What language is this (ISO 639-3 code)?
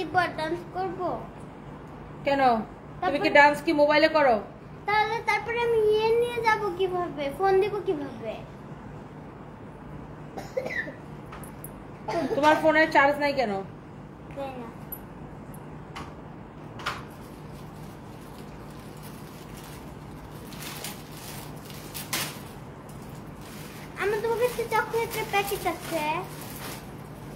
ben